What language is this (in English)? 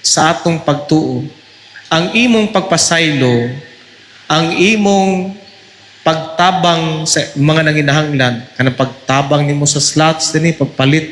Cebuano